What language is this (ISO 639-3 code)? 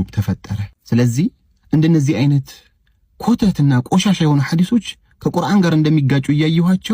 amh